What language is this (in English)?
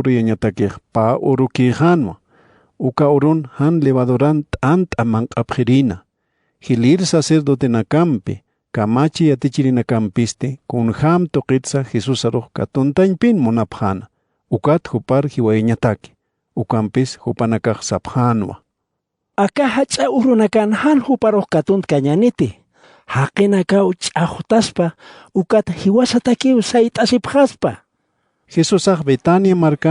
Aymara